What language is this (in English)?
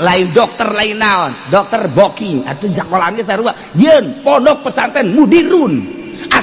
Sundanese